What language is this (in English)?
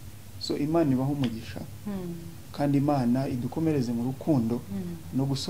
Kinyarwanda